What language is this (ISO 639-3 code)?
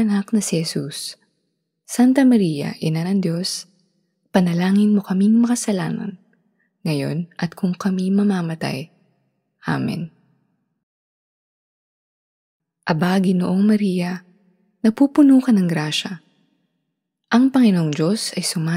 fil